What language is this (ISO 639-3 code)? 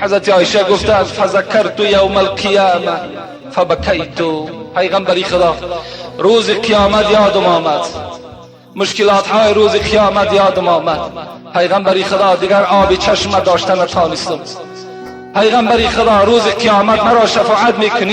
tgk